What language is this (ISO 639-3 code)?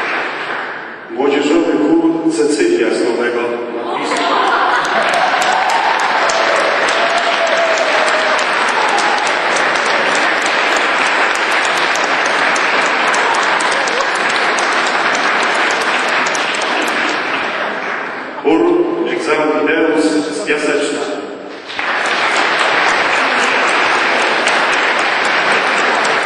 pol